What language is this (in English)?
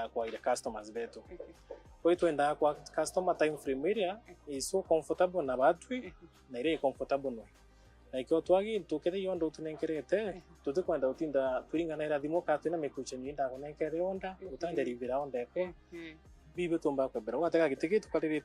Meru